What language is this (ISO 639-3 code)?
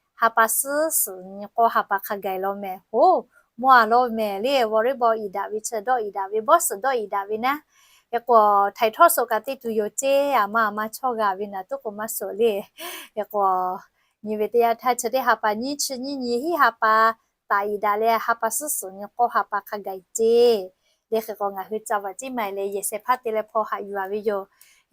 lhu